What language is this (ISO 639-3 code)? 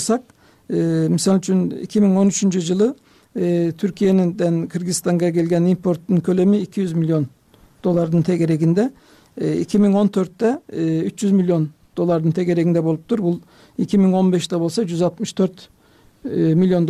kir